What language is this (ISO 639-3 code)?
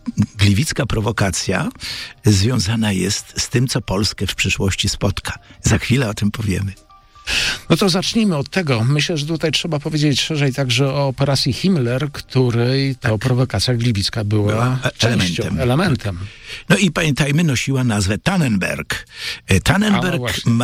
pol